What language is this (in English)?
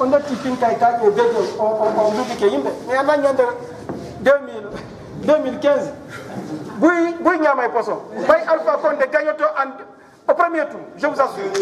Fula